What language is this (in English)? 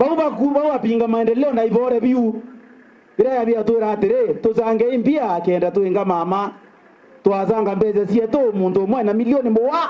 Meru